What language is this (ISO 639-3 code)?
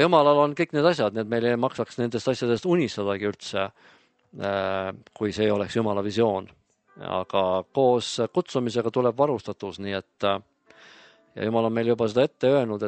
est